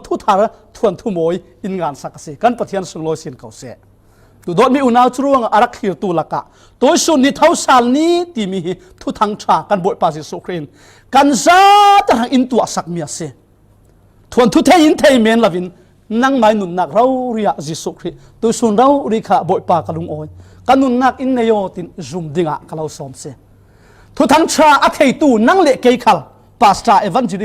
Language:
Falam Chin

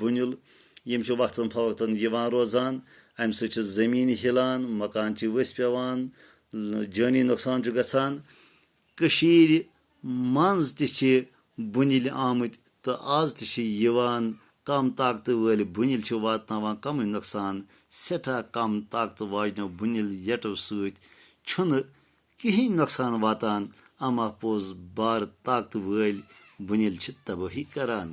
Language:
Kashmiri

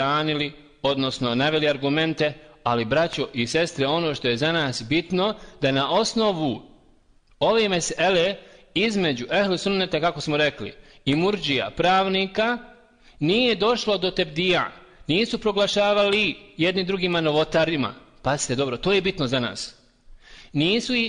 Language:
Bosnian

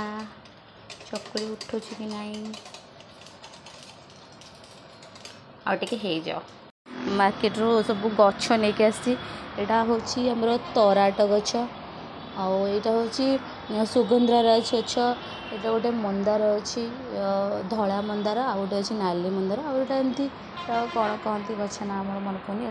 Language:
Odia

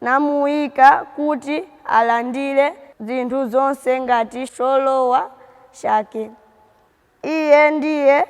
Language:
Nyanja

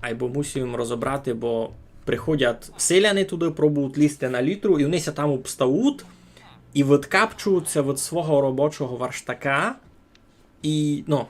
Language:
Rusyn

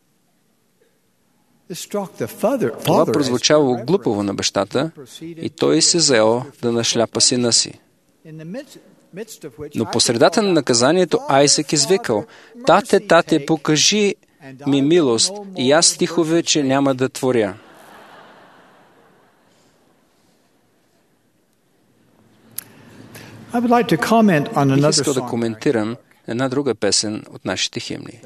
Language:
Bulgarian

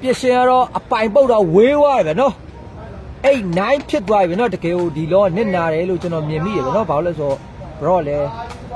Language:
Burmese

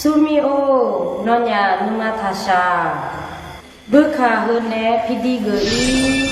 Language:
Akha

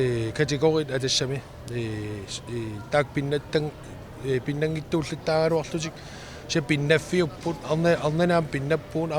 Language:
Kalaallisut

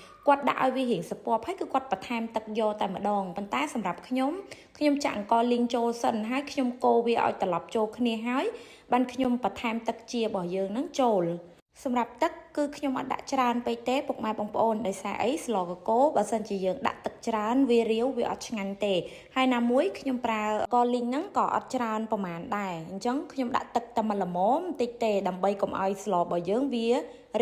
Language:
Khmer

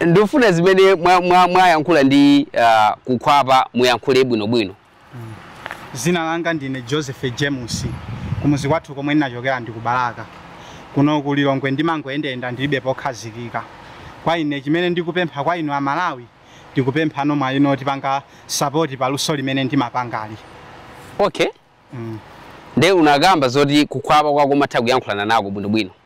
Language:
Nyanja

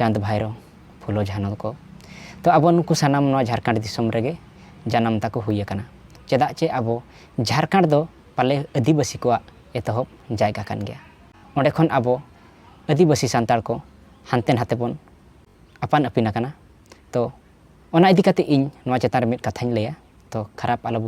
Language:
Santali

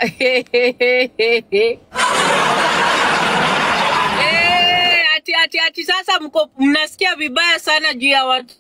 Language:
Swahili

